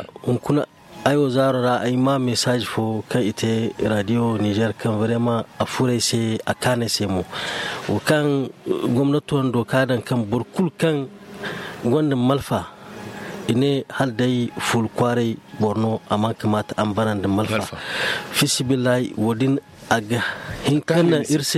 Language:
Zarma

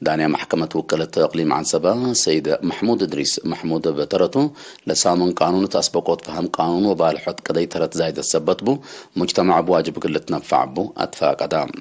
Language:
Tigre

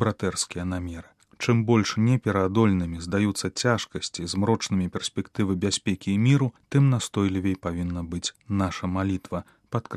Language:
Belarusian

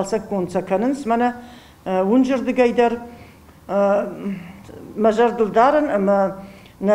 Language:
Ossetic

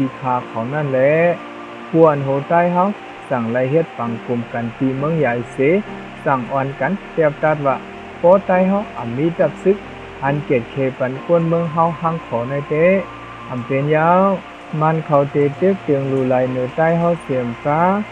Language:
Shan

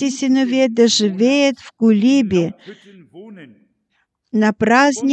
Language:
Bulgarian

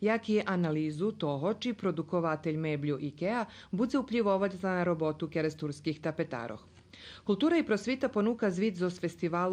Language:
Rusyn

